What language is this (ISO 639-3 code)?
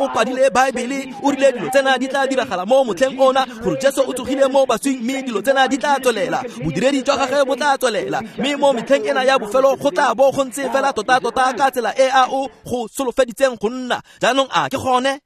tsn